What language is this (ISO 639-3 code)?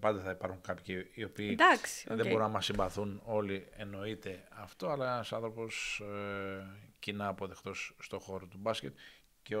ell